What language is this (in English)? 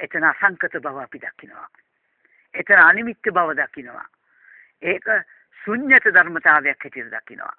Sinhala